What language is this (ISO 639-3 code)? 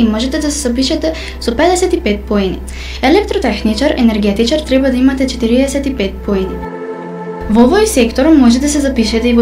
mkd